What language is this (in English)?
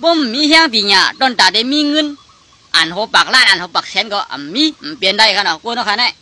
Shan